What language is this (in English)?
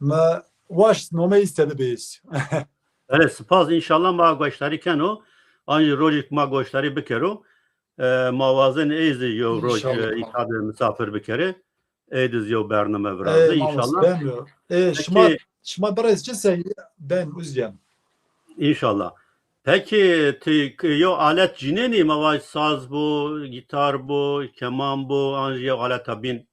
Zaza